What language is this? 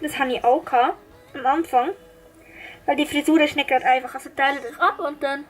Swiss German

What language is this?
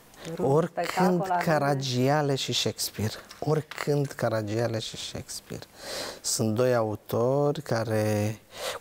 Romanian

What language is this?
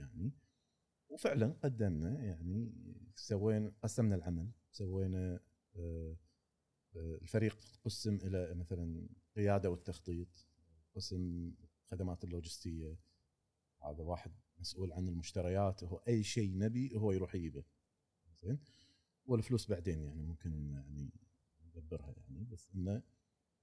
Gulf Arabic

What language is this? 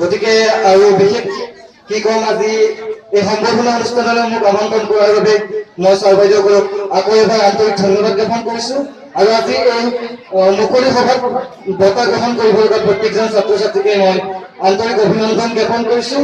Assamese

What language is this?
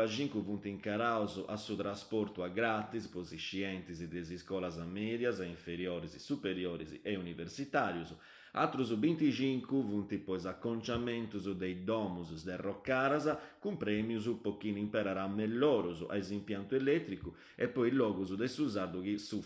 Sardinian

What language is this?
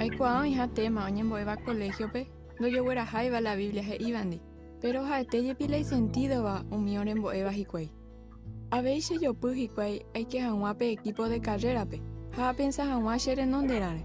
Guarani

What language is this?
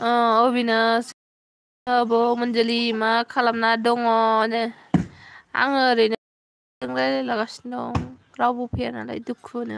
Bodo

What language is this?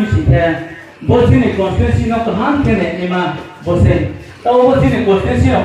Riang (India)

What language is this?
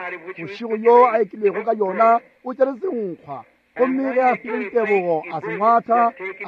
Northern Sotho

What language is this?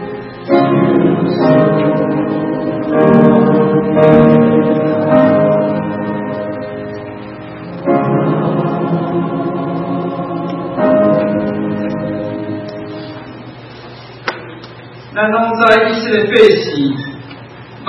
Min Nan Chinese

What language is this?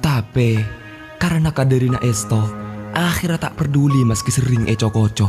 Madurese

